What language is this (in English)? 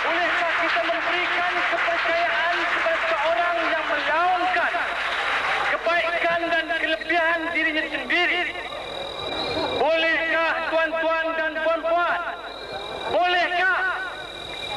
Malay